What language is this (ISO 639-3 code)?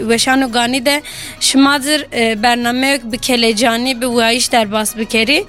kur